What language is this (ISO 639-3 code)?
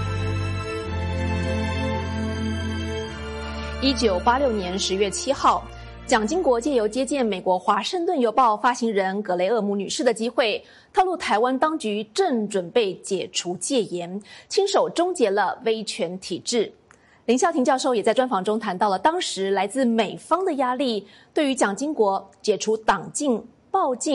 zho